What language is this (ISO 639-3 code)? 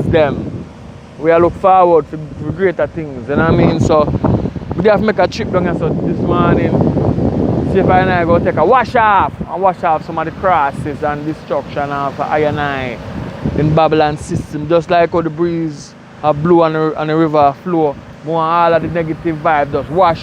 jam